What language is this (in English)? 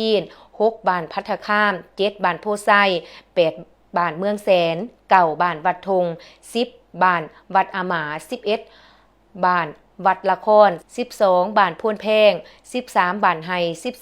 Lao